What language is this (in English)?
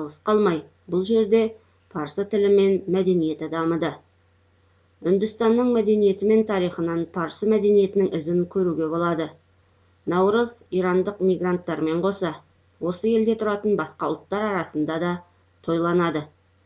Kazakh